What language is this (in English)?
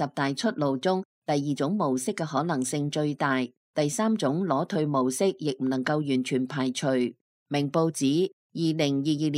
Cantonese